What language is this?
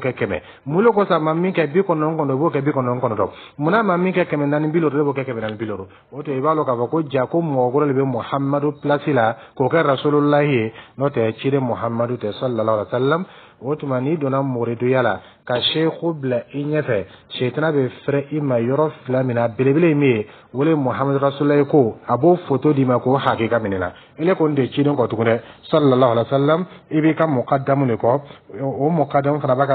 Dyula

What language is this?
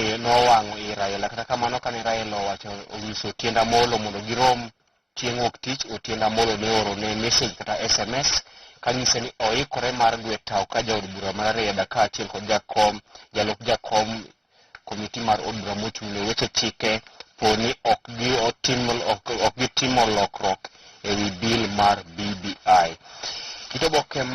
Luo (Kenya and Tanzania)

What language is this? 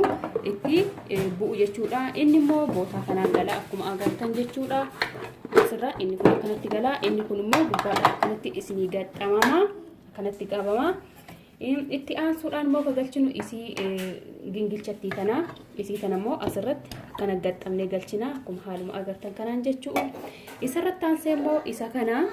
Oromo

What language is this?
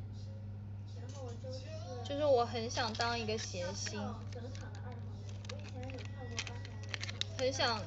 Chinese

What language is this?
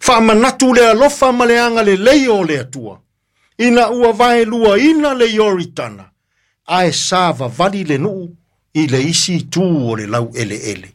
Samoan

